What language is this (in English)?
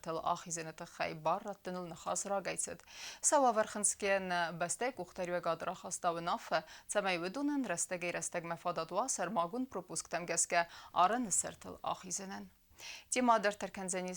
Ossetic